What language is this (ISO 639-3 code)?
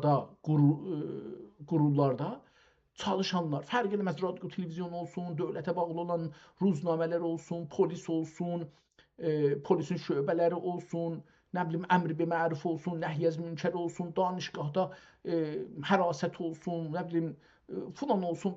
azb